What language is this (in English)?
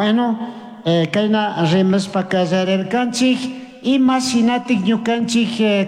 Chimborazo Highland Quichua